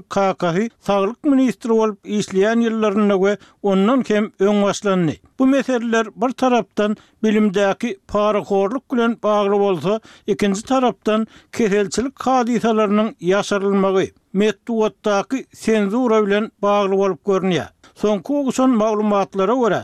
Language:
Turkmen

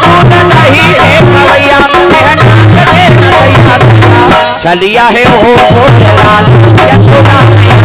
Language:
Chhattisgarhi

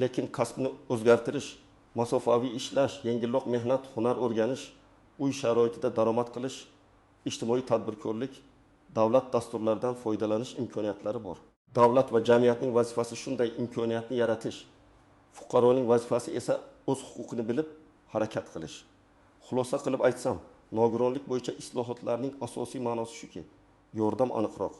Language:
Uzbek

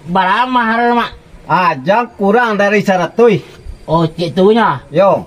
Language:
Minangkabau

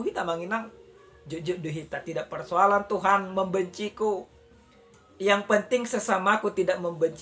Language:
Batak Toba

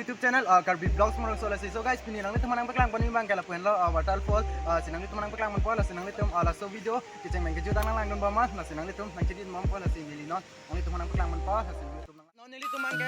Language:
Karbi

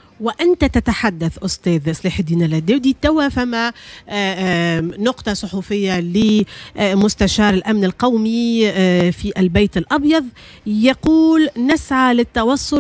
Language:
Tunisian Arabic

